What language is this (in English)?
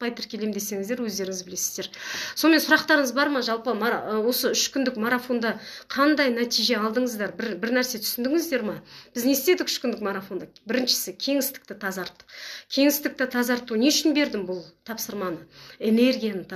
Kazakh